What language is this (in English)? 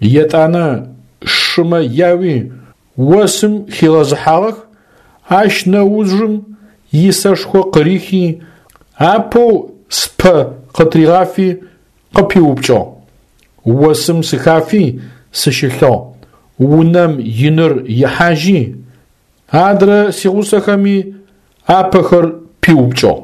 Adyghe